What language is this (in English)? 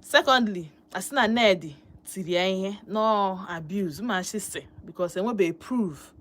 Igbo